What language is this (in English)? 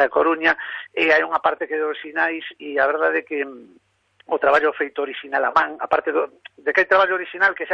Galician